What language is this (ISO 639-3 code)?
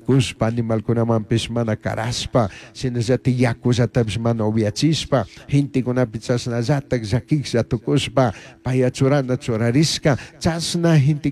qug